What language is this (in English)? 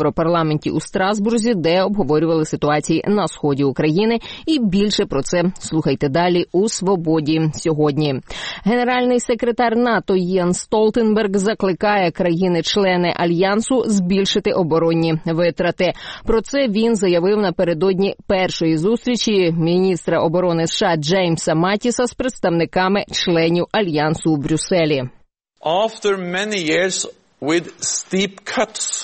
Ukrainian